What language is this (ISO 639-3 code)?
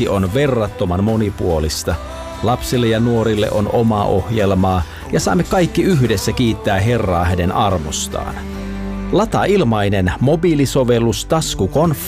fin